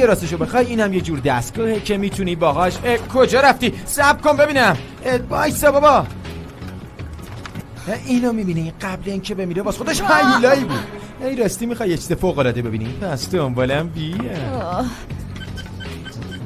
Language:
Persian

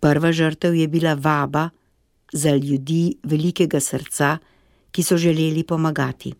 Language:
Slovenian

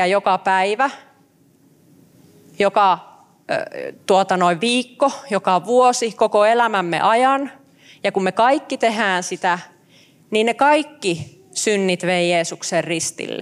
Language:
Finnish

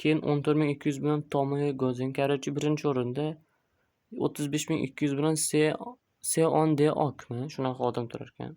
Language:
Uzbek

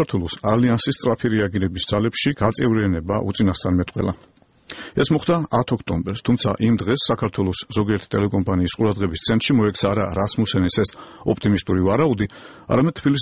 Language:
Georgian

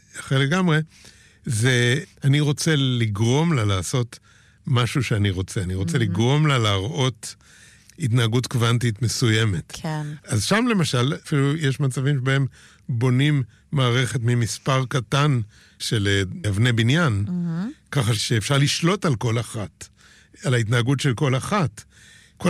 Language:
Hebrew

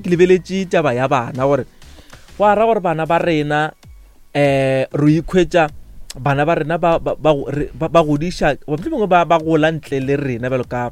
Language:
Northern Sotho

